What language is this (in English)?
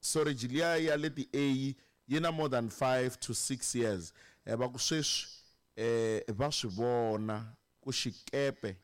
Tsonga